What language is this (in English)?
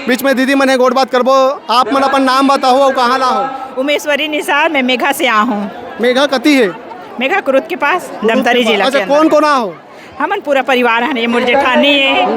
Chhattisgarhi